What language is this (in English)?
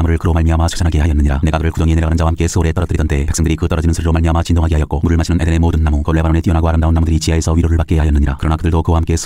Korean